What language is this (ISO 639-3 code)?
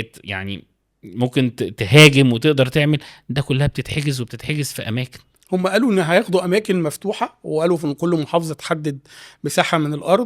arz